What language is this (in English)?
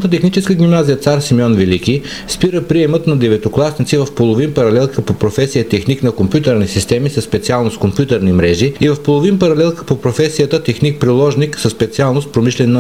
Bulgarian